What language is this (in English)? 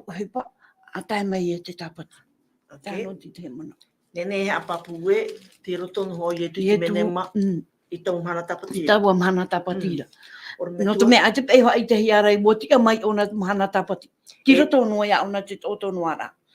Tahitian